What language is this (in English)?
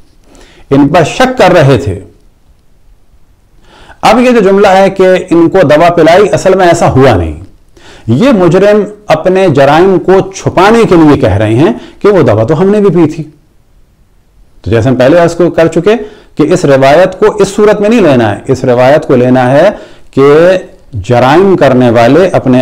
Urdu